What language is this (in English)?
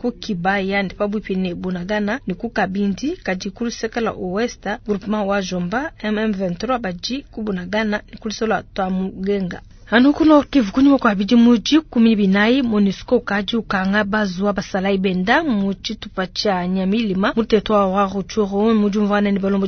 Luba-Lulua